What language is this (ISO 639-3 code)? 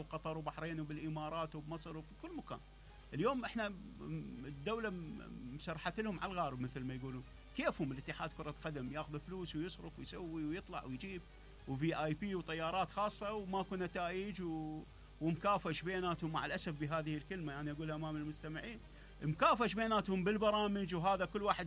acm